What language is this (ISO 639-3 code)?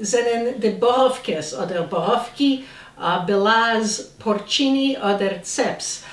yid